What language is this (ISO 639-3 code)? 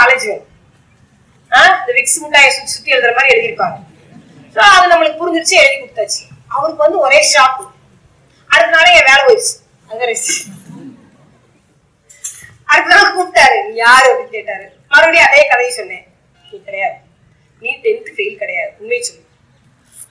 tam